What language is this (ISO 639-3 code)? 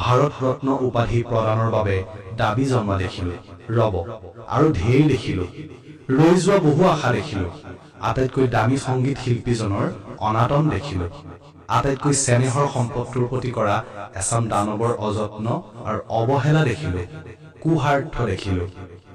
asm